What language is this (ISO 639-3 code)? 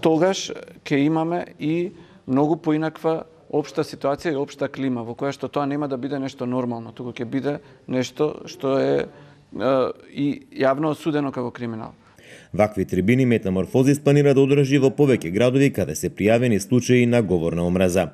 mkd